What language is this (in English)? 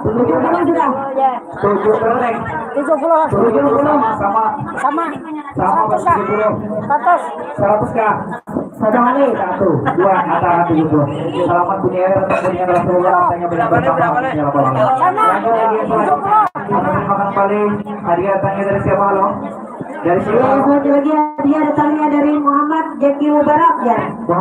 Banjar